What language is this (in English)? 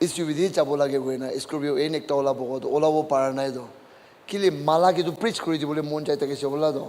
Naga Pidgin